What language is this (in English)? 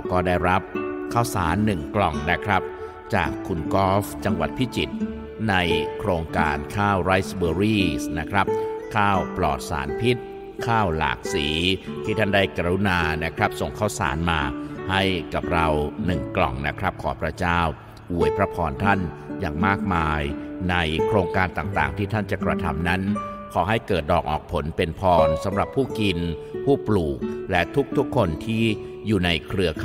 Thai